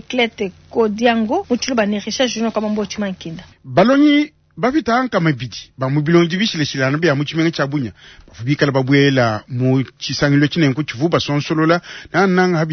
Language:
Luba-Lulua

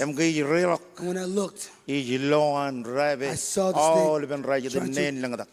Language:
Marshallese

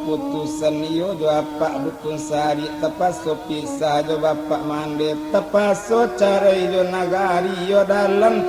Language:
Minangkabau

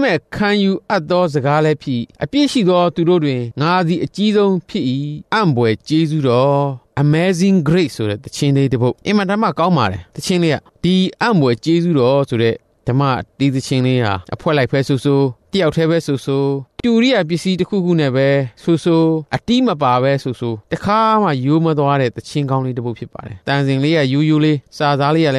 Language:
Burmese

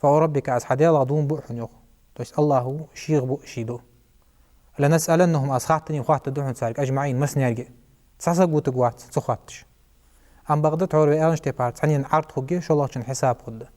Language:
Ingush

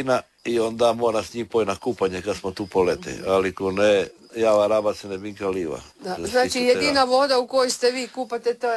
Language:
Croatian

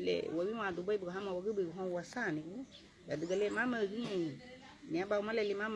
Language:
Garifuna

